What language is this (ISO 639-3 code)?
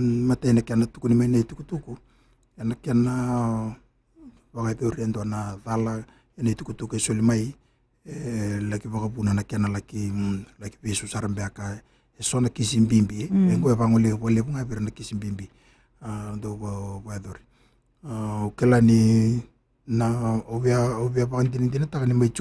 fij